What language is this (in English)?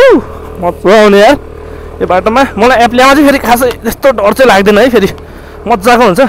Nepali